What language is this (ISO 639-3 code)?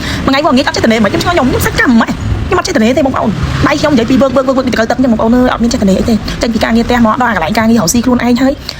khm